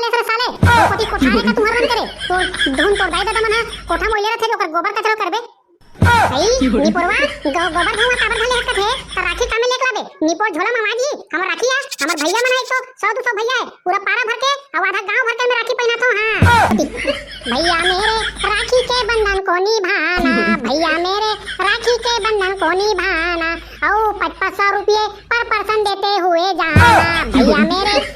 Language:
Chhattisgarhi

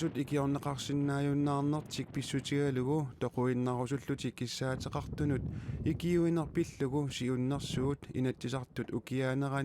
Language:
Kalaallisut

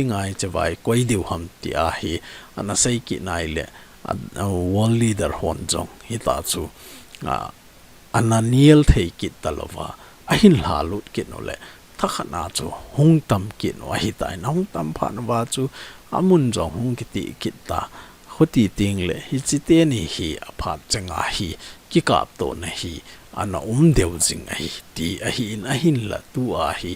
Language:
Thado Chin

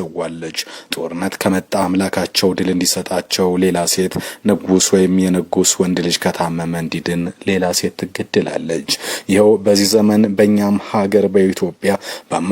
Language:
Amharic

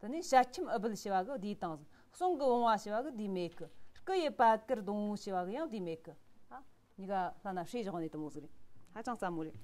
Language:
Tibetan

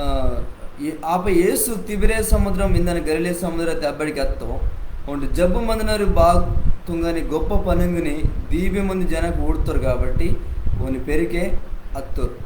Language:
Koya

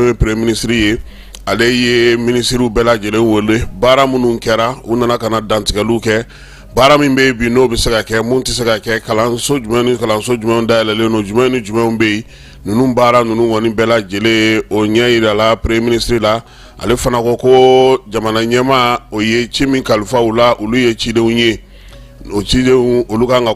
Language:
Bambara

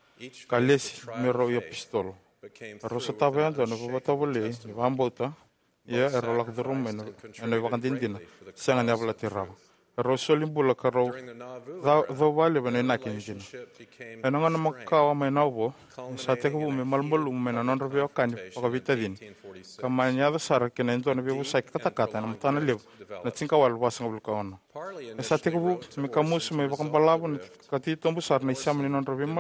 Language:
Fijian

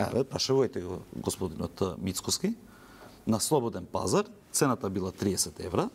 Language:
Macedonian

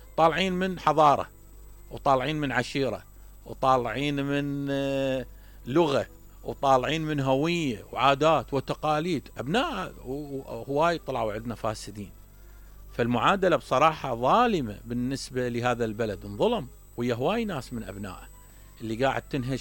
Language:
Mesopotamian Arabic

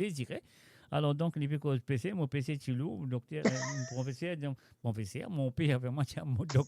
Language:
Morisyen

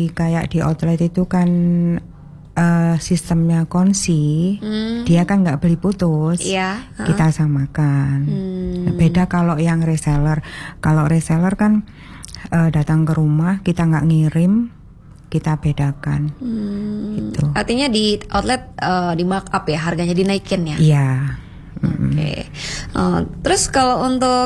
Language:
Indonesian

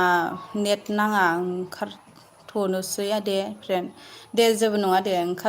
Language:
Bodo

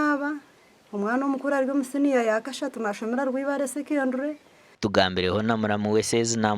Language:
Nyankole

